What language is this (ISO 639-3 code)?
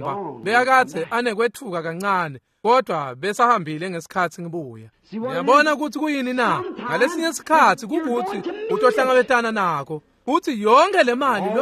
ssw